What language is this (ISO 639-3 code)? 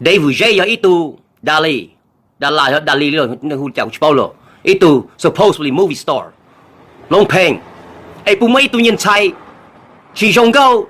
hmn